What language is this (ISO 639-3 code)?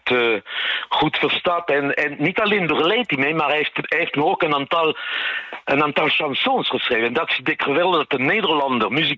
nld